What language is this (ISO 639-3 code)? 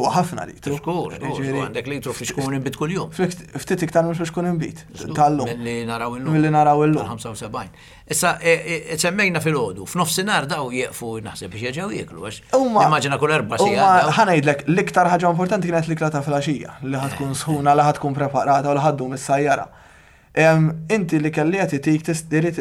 mlt